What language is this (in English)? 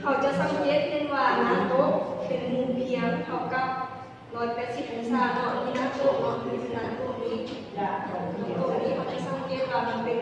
Lao